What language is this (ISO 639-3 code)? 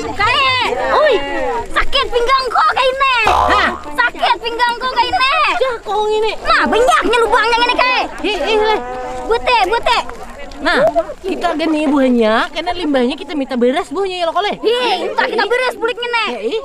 bjn